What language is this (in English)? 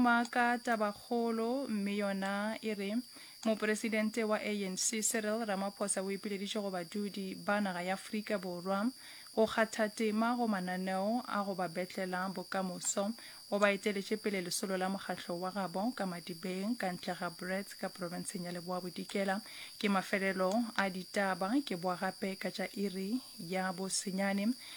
Northern Sotho